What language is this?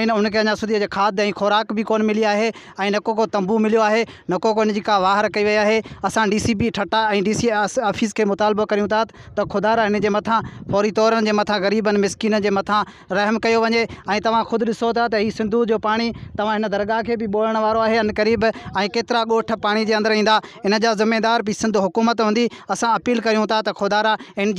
Sindhi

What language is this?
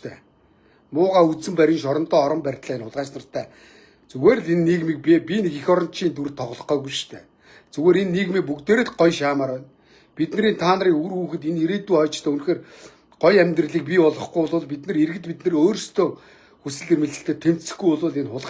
Mongolian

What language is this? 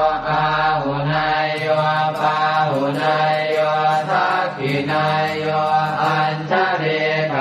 Pali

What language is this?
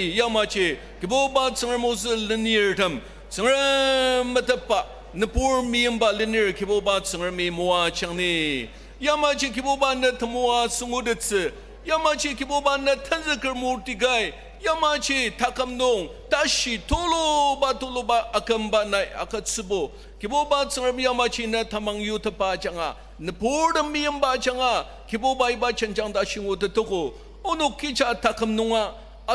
Ao Naga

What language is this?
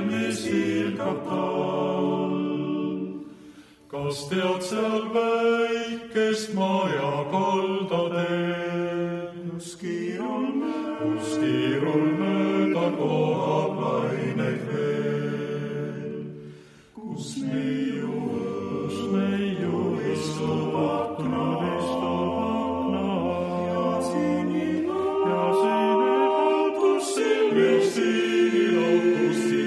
Estonian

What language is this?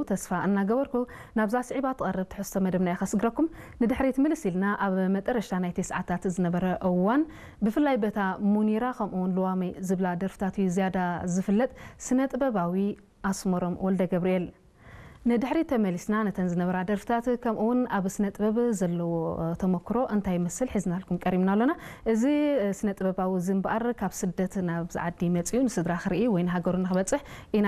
Tigrinya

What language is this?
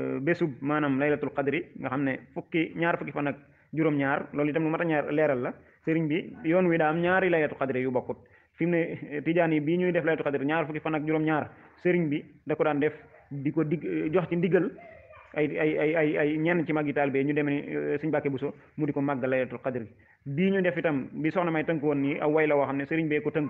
Wolof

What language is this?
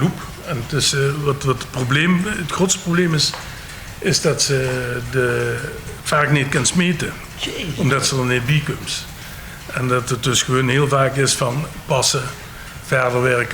Limburgish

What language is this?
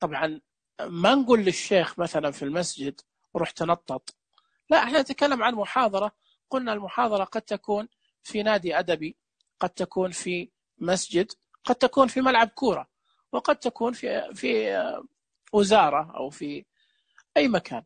Najdi Arabic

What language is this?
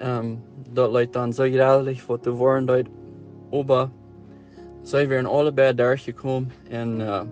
Plautdietsch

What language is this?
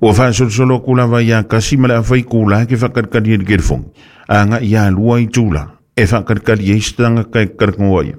Samoan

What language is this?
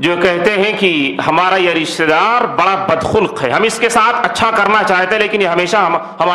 Urdu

